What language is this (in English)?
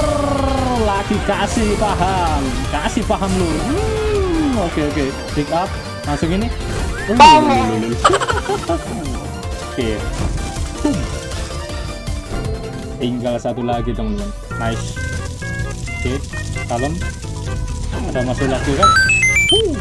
Indonesian